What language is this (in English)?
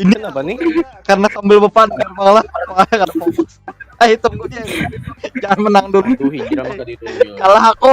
Banjar